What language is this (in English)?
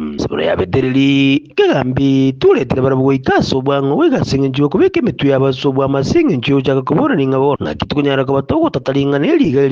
Gusii